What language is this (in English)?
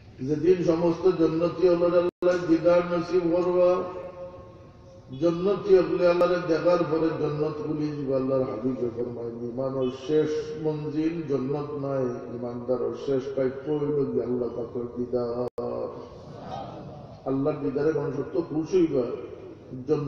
Bangla